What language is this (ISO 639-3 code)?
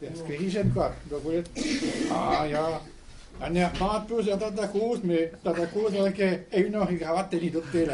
bre